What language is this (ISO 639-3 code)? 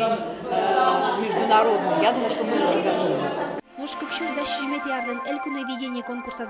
udm